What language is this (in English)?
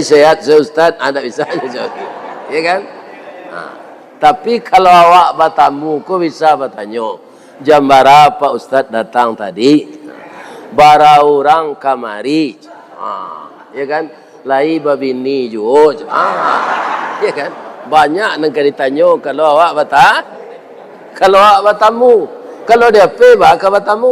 Minangkabau